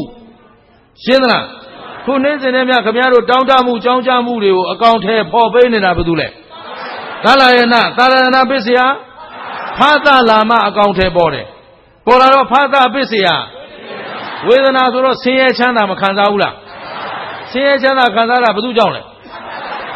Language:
Burmese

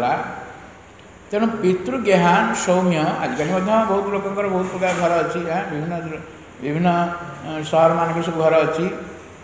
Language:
Odia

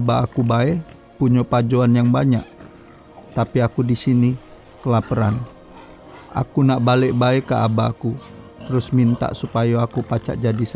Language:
Musi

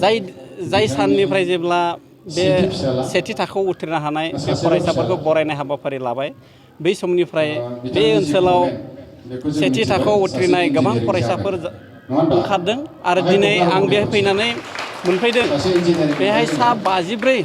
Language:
Bodo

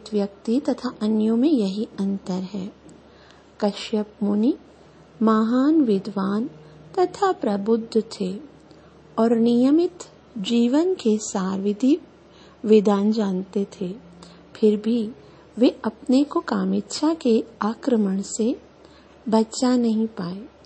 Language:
Hindi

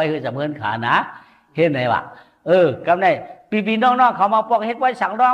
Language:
Shan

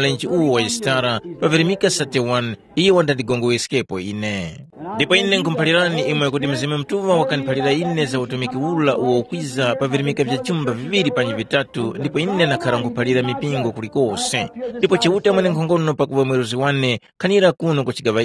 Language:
Tumbuka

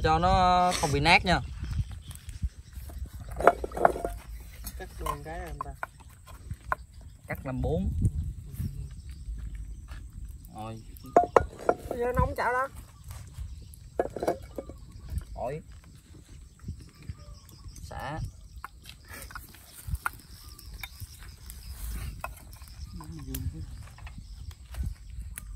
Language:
Vietnamese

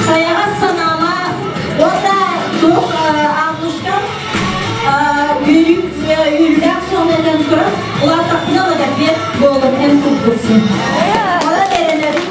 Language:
Yakut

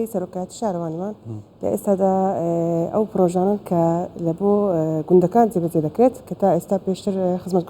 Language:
Central Kurdish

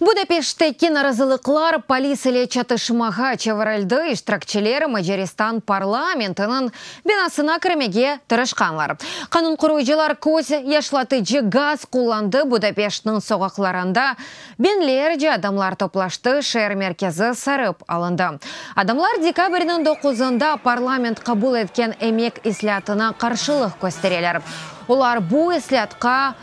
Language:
Crimean Tatar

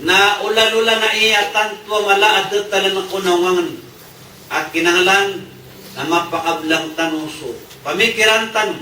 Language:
Maranao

